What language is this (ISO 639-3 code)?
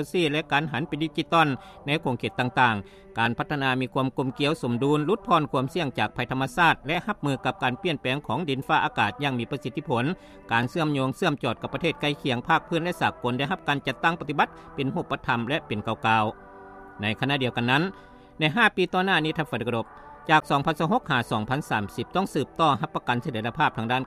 lao